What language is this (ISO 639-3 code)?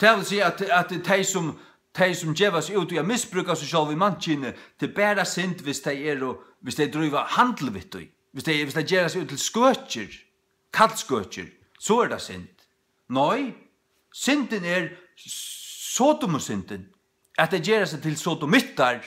fao